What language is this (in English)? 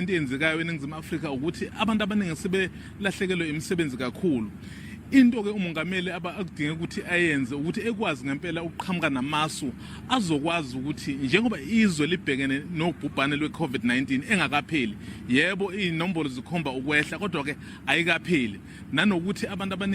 Zulu